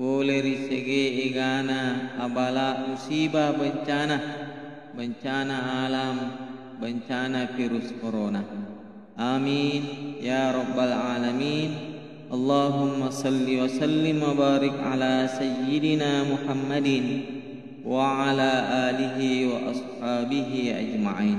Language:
Buginese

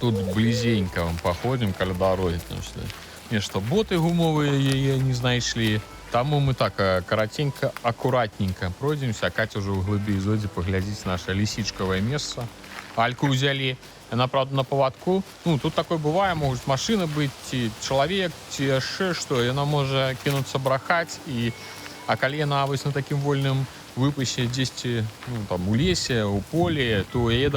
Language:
Belarusian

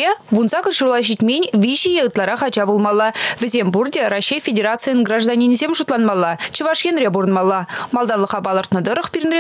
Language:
Chuvash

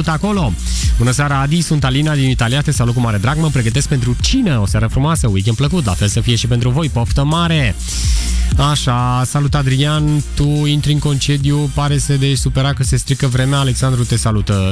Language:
Romanian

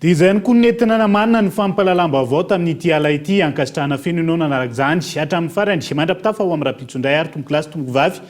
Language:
Malagasy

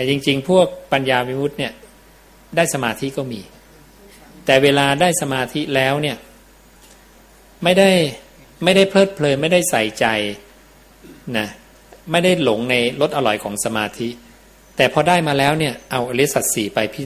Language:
Thai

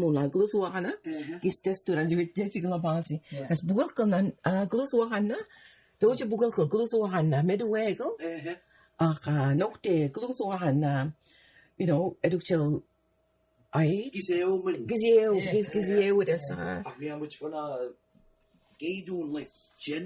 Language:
Mi'kmaw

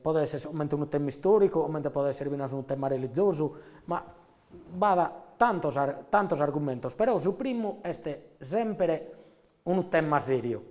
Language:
Sardinian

